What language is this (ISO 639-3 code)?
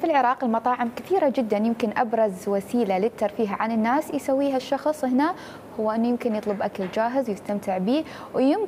acm